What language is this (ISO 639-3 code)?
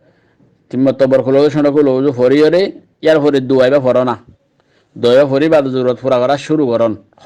rhg